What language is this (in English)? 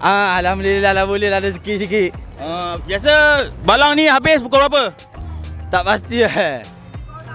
Malay